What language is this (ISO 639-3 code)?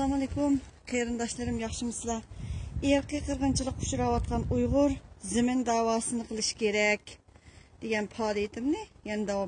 uig